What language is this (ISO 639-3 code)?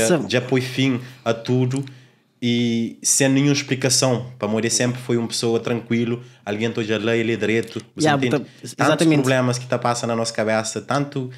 kea